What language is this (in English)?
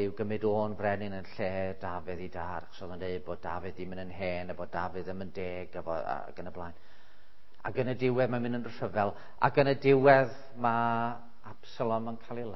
Welsh